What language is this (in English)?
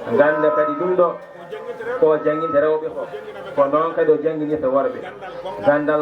Fula